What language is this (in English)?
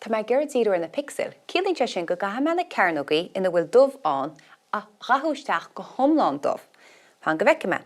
Irish